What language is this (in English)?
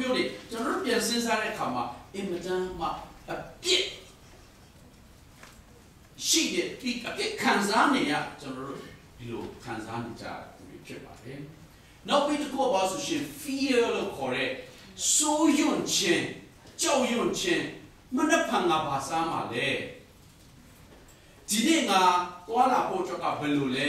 Burmese